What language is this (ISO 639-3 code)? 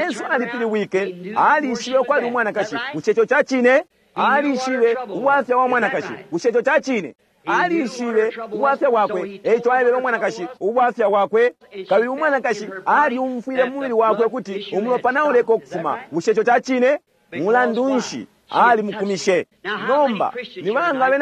bem